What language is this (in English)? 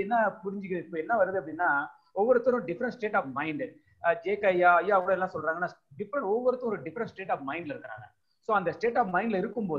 Tamil